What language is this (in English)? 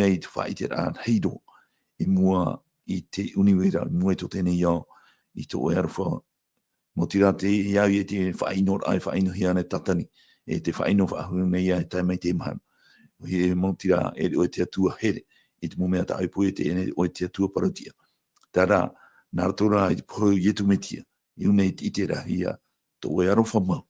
Tahitian